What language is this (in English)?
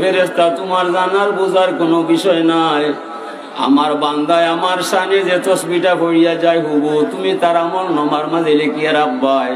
Sylheti